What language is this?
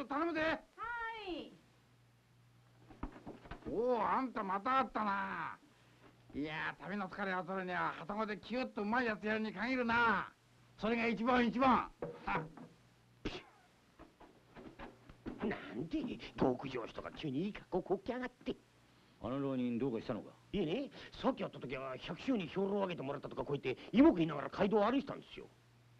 Japanese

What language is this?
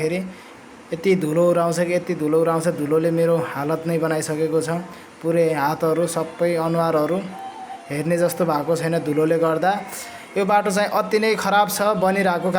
Nepali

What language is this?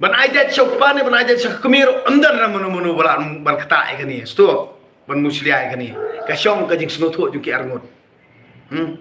Khasi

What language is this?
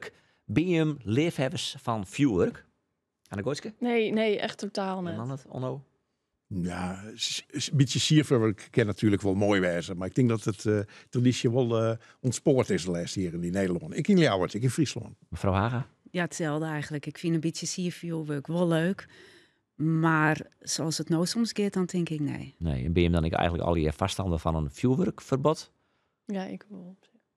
Western Frisian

